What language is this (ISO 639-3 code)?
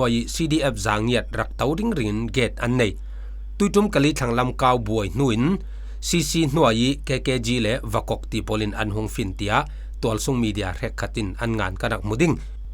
cfm